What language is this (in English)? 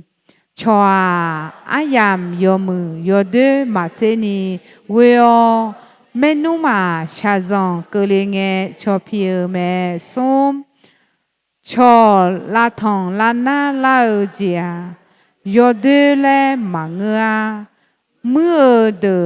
Akha